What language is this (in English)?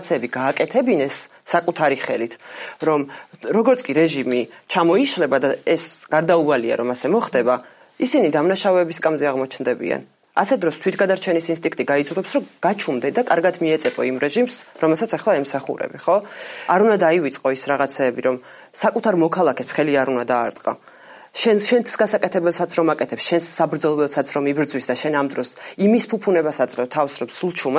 Georgian